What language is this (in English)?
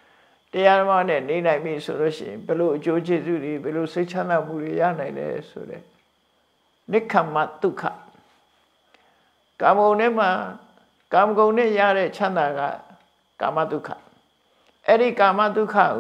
Burmese